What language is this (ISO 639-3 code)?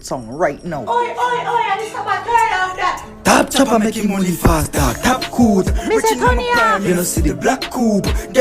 jam